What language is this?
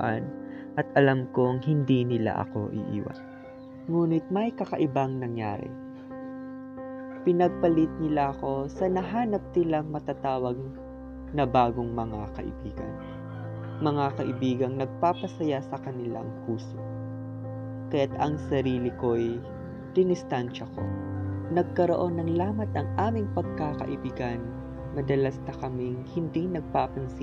Filipino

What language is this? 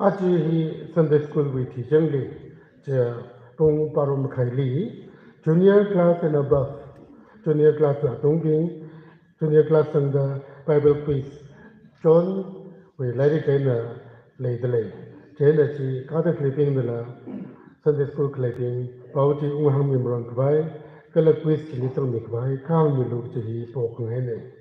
Tangkhul Naga (India)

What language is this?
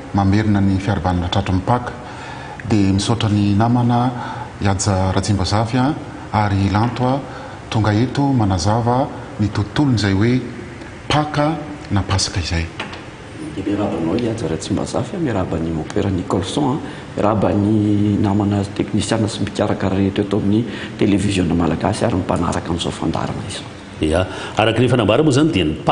Malagasy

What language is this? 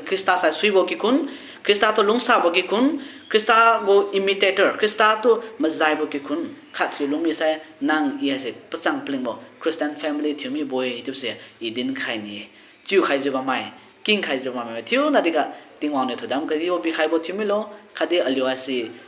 Liangmai Naga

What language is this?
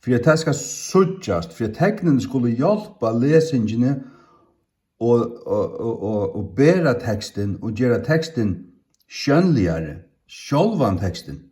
Faroese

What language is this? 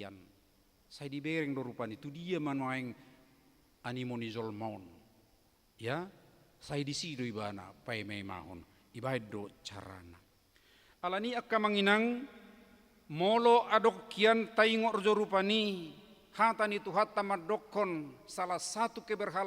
Batak Toba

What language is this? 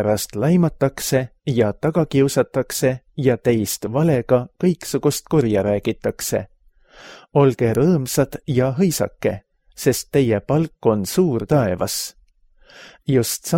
Estonian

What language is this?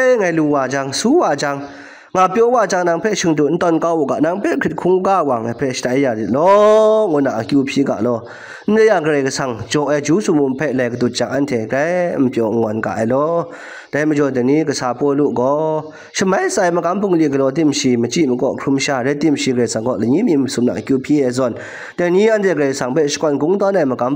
Kachin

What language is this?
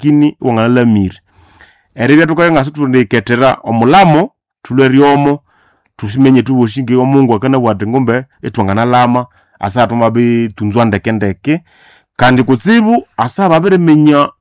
Nande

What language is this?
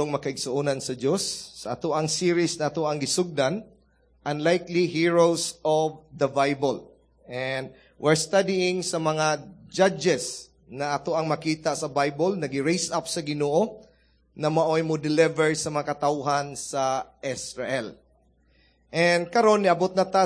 Cebuano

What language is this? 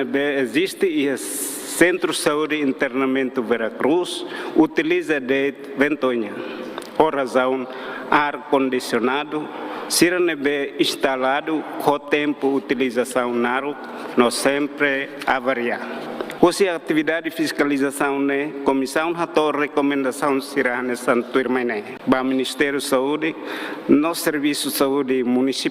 Tetum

